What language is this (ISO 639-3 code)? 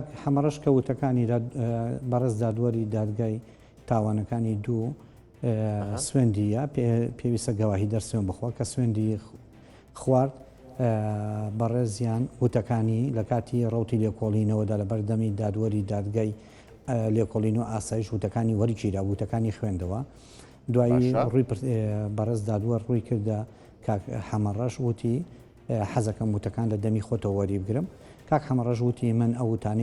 ckb